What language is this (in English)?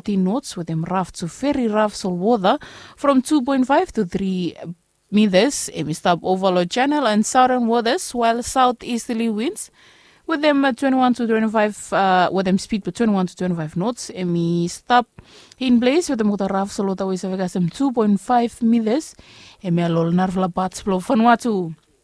Bislama